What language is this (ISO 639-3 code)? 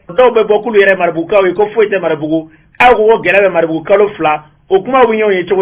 bam